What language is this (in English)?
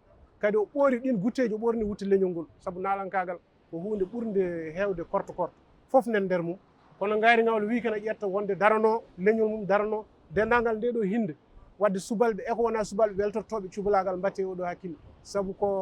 Fula